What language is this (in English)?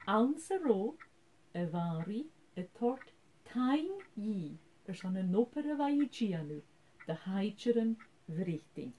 Scottish Gaelic